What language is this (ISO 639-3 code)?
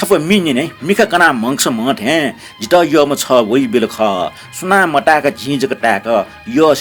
new